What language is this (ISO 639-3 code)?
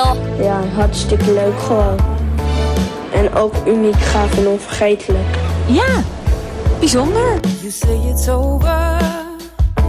nld